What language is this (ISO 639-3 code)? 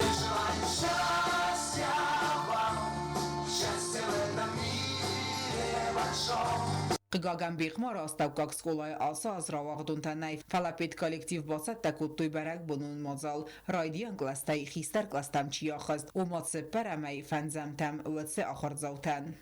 oss